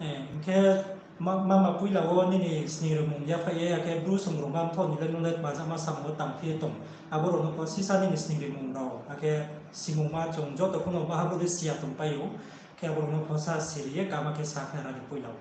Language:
Riang (India)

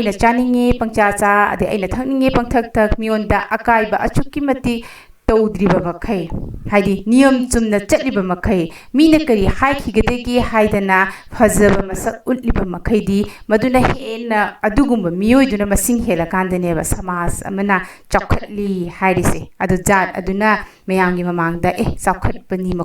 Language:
Manipuri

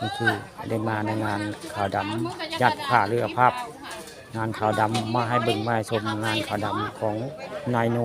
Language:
Northeastern Thai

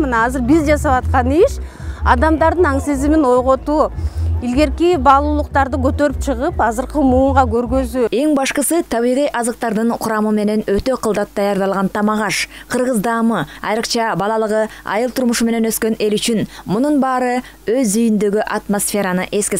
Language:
Kyrgyz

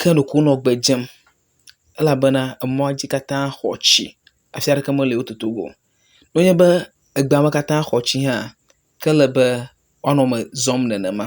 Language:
Ewe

